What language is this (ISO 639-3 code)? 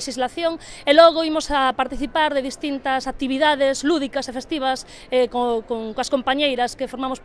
glg